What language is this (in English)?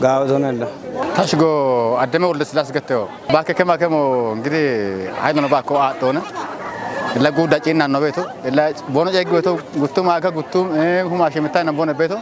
Kafa